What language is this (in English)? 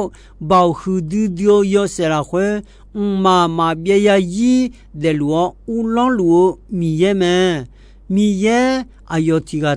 Akha